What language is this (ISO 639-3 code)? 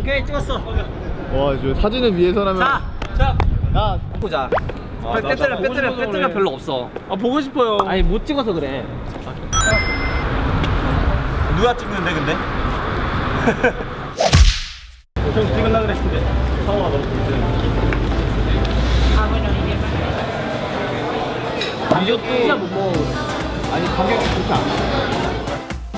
kor